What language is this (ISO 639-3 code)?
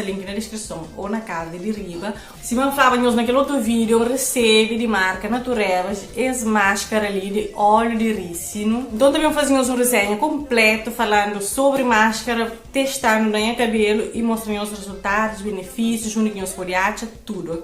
kea